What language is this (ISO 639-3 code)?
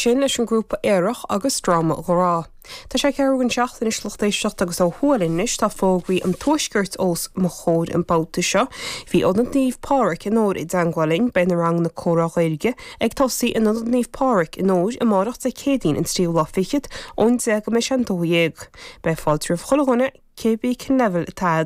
gle